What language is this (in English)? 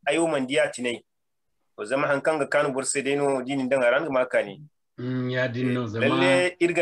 Zarma